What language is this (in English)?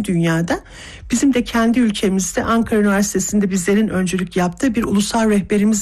Turkish